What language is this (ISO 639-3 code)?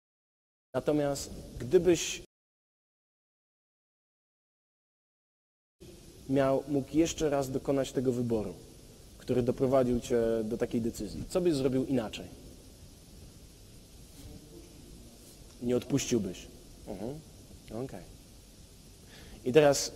pol